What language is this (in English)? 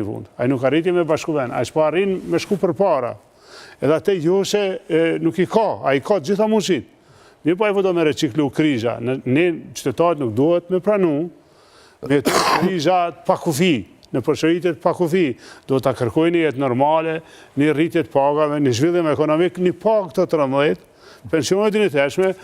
Albanian